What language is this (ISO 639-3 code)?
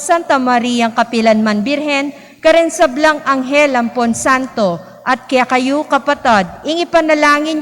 pam